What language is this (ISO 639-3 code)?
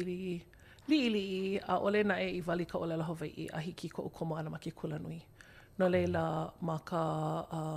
haw